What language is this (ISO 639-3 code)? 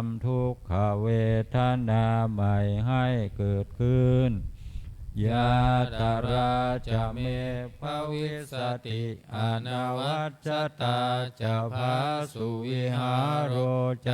pli